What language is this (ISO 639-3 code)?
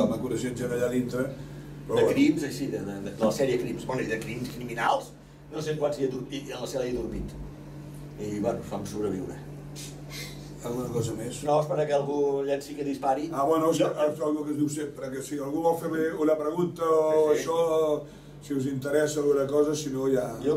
cat